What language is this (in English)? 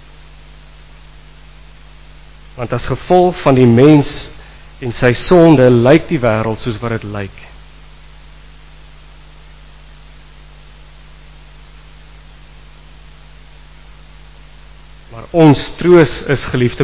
Afrikaans